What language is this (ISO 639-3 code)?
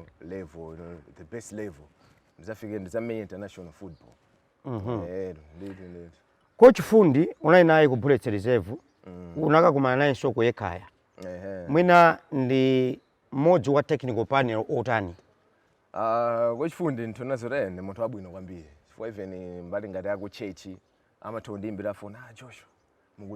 nya